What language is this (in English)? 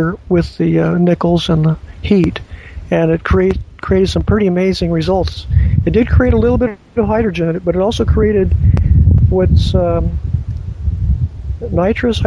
English